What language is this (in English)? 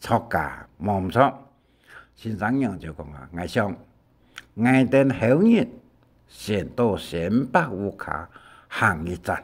Hakka Chinese